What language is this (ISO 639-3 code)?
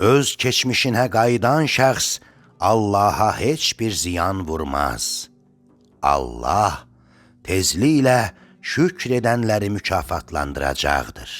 aze